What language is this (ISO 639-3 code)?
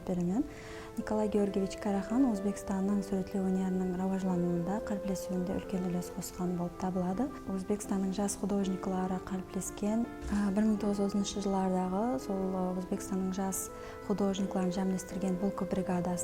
kaa